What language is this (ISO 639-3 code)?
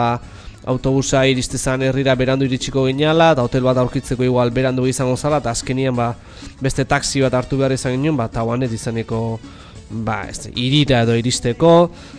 eus